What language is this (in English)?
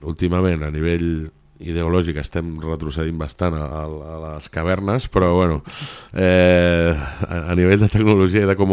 Catalan